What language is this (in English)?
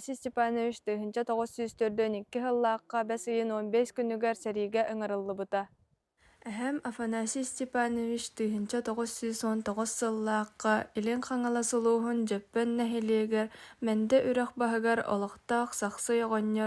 Yakut